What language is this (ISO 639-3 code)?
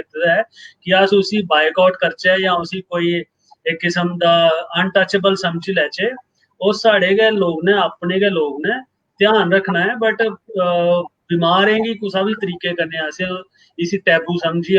doi